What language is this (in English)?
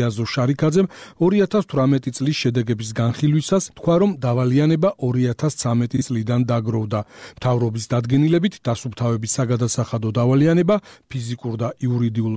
Georgian